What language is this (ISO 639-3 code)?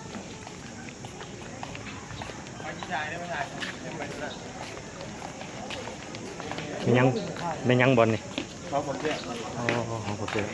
lao